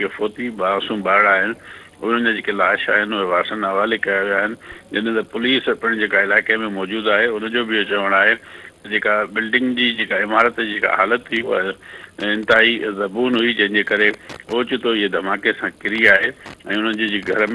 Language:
Sindhi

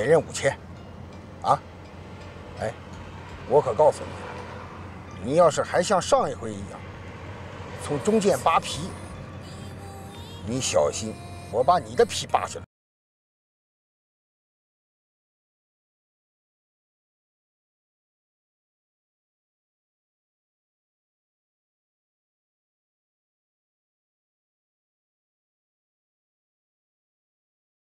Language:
Chinese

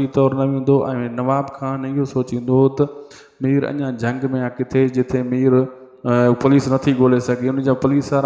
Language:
Sindhi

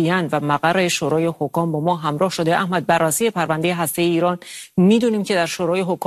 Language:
Persian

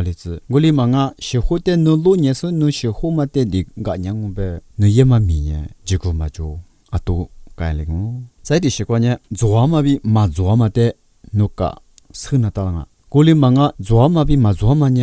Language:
Lisu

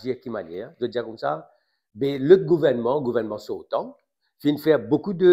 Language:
Morisyen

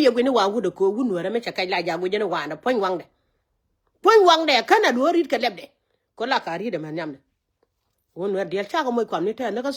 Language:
Nuer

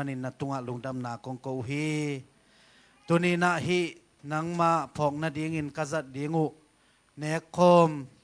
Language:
Tedim Chin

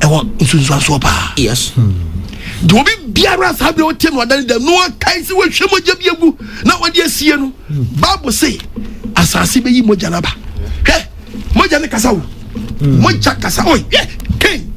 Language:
Akan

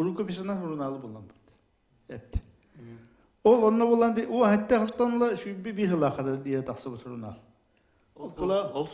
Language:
Yakut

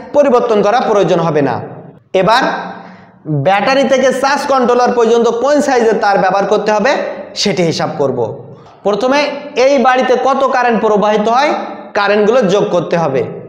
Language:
Bangla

